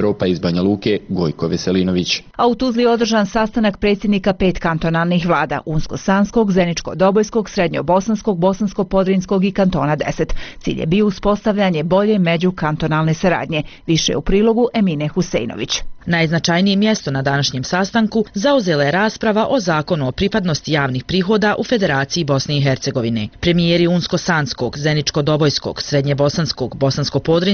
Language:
Bosnian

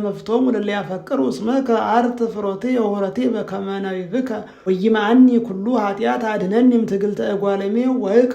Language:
Geez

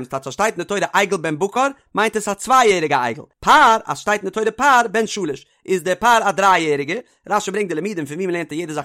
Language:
Yiddish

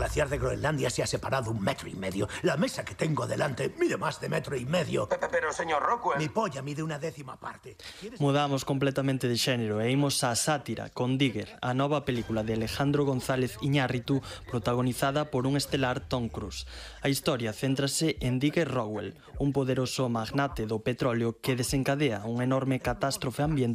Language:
Galician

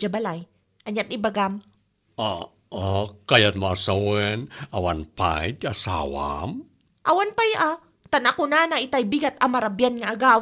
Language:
Iloko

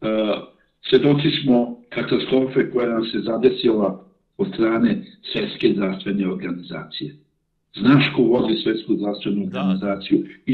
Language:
Serbian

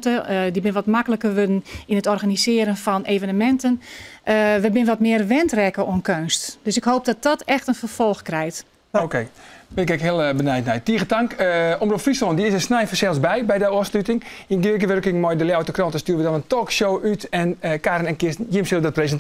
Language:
Western Frisian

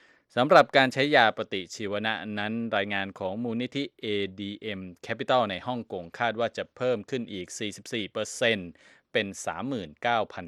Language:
Thai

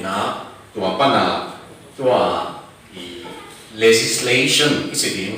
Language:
Tedim Chin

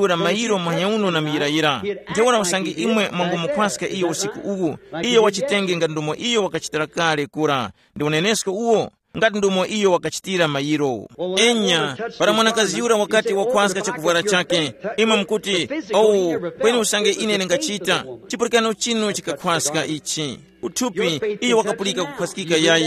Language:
Tumbuka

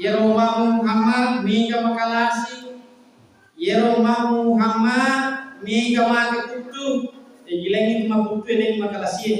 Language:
Buginese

